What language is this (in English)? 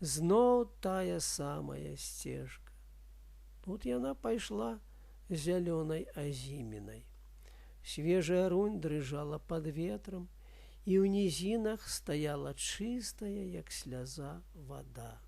Belarusian